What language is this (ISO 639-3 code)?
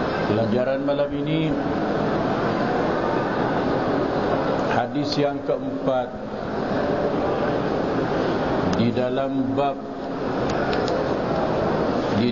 msa